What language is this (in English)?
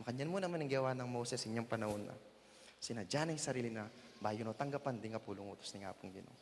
Pampanga